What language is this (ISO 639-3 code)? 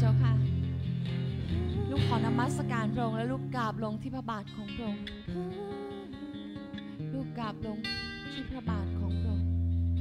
tha